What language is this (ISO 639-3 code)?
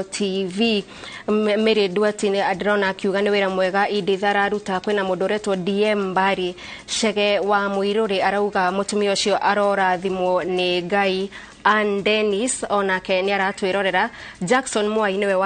kik